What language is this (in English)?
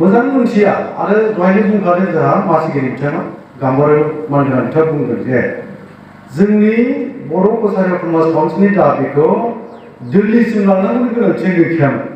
Bodo